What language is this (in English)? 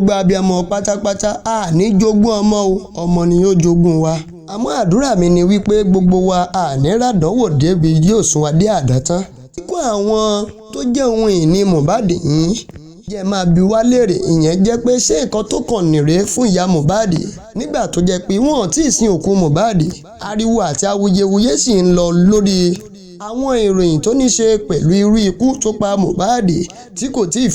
Yoruba